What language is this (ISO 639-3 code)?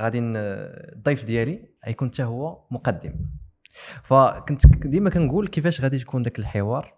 ary